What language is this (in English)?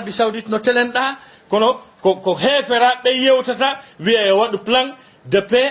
Fula